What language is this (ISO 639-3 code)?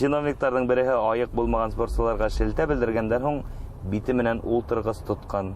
bak